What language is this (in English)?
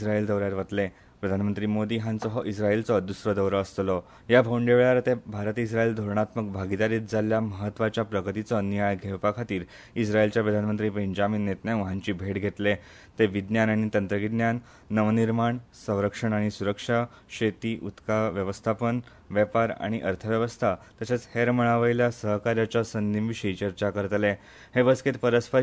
Konkani